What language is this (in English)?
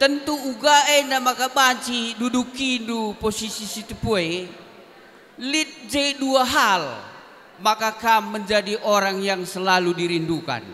Batak Karo